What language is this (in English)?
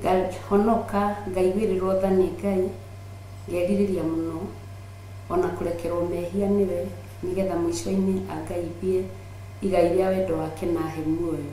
Kikuyu